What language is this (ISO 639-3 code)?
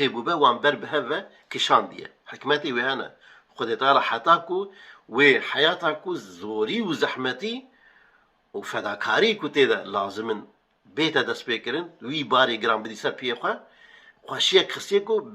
kur